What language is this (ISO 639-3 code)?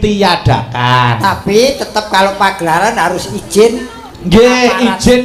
jav